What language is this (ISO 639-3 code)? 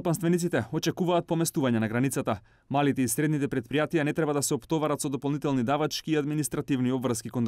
mkd